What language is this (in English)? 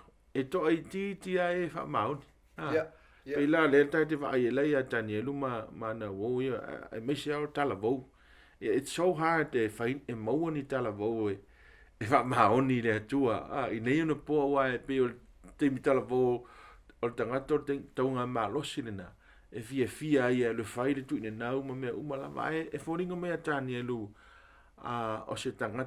Samoan